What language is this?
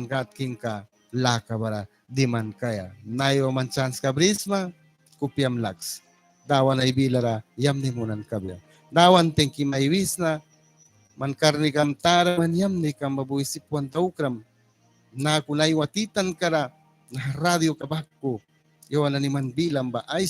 Mískito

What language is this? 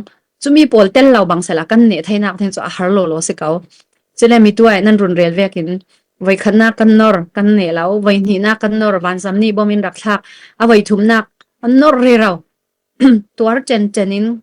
Falam Chin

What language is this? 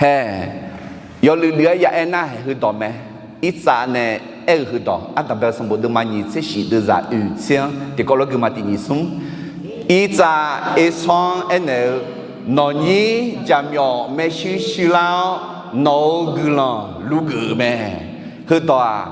Akha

